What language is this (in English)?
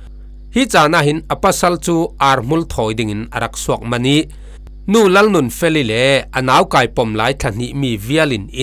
Falam Chin